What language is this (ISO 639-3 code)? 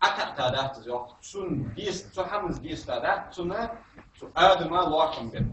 inh